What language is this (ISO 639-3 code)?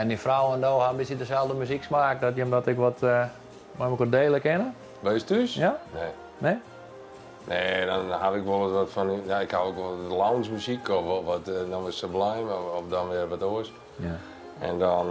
fry